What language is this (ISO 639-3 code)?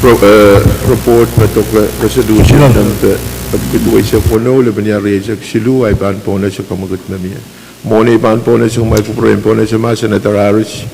pon